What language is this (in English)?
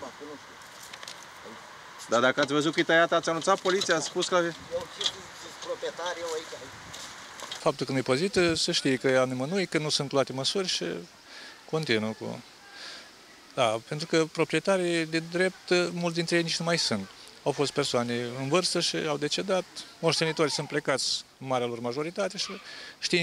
Romanian